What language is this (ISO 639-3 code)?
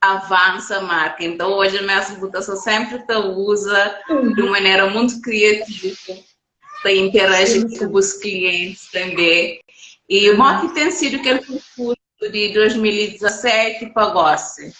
kea